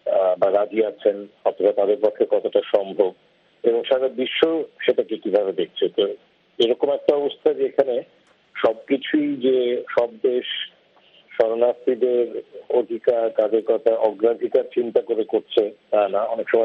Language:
Bangla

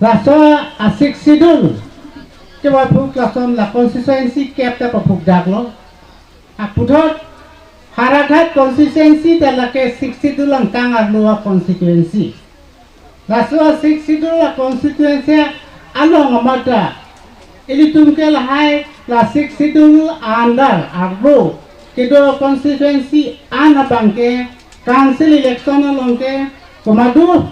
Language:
Karbi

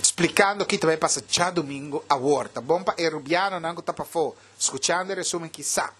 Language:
Papiamento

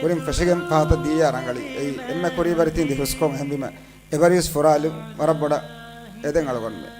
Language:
Divehi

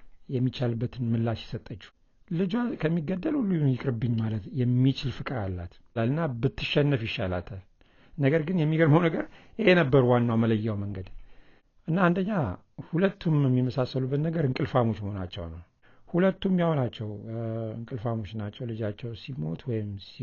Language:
Amharic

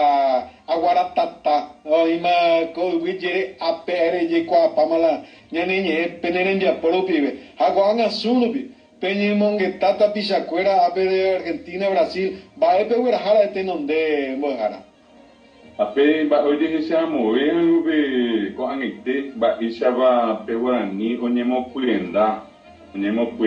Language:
Guarani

